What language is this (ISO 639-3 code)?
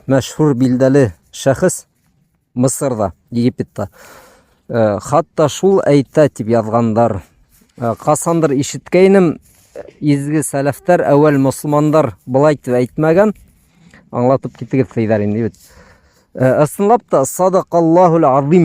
bak